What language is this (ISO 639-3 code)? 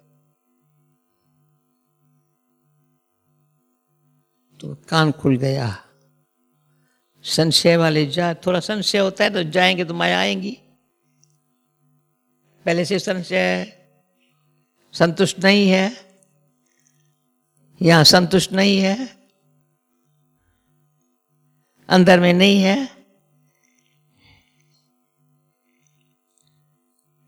hin